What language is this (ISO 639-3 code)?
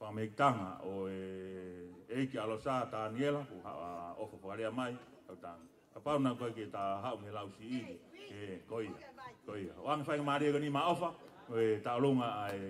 ton